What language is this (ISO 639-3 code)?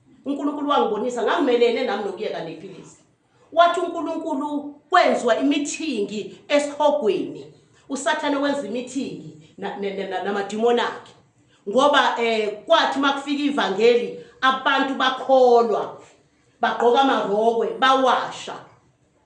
zul